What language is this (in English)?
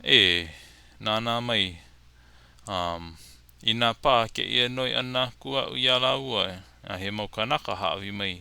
Hawaiian